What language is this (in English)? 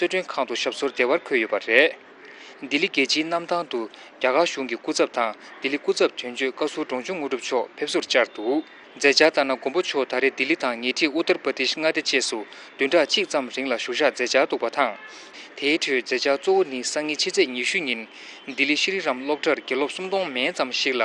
Tibetan